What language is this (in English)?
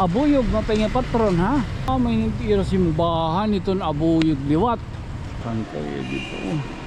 Waray